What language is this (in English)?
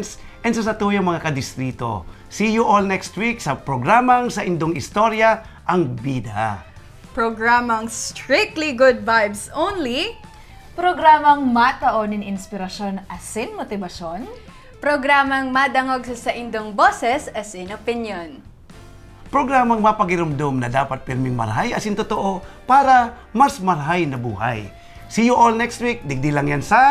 Bikol